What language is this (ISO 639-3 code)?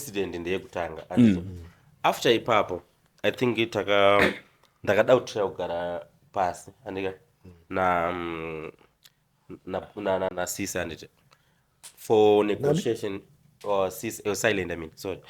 sna